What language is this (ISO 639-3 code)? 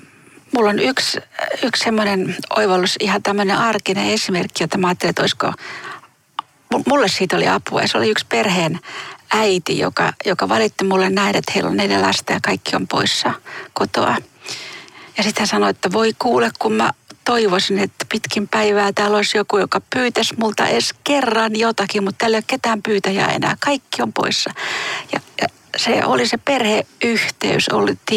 fin